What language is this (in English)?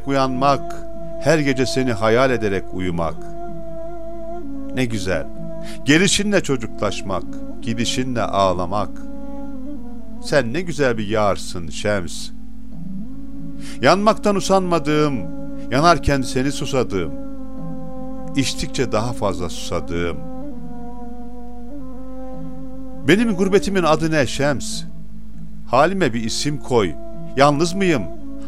Turkish